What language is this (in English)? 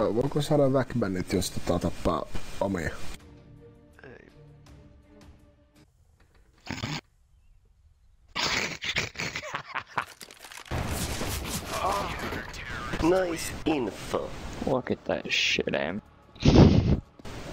Finnish